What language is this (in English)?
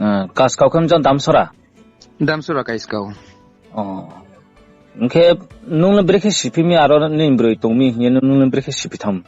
Riang (India)